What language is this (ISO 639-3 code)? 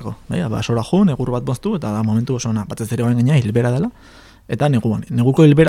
eus